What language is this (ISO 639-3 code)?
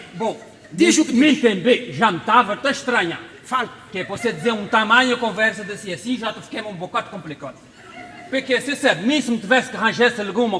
kea